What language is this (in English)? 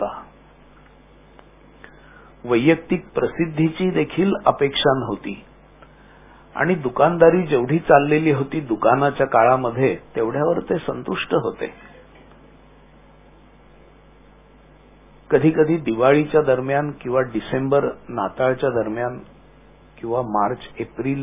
Marathi